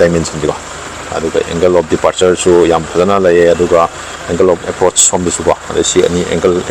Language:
Manipuri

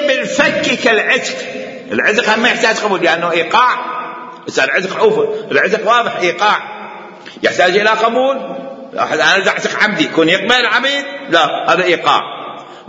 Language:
Mesopotamian Arabic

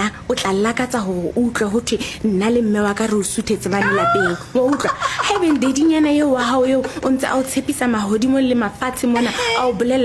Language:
Southern Sotho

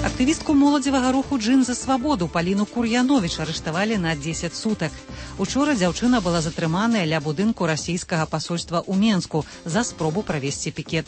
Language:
Belarusian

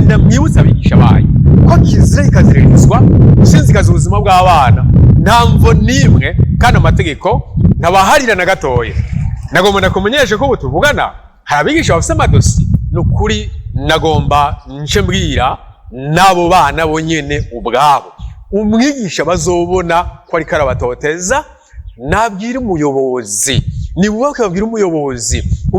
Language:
Rundi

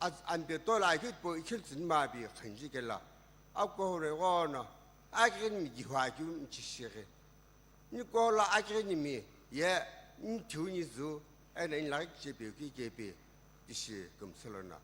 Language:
Sumi Naga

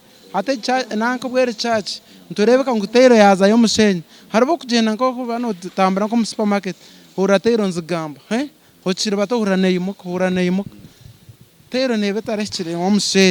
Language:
Nyankole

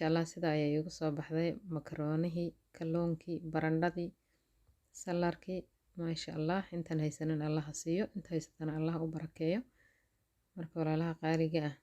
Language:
Somali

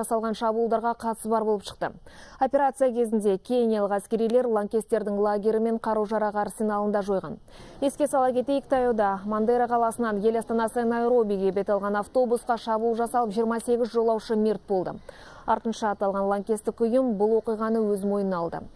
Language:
Kazakh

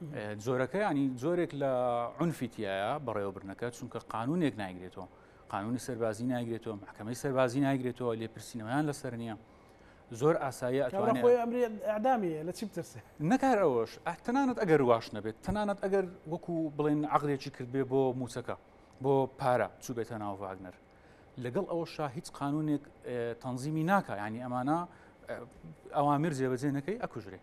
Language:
Central Kurdish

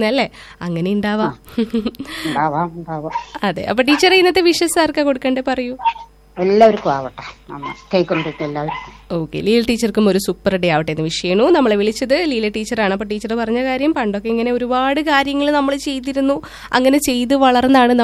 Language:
Malayalam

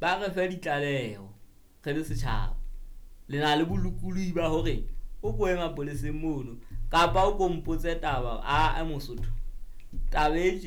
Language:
Southern Sotho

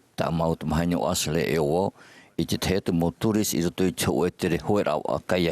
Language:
Tahitian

